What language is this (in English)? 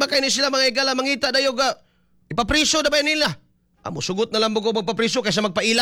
Cebuano